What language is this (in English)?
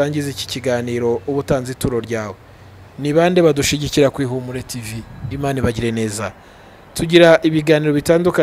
Kinyarwanda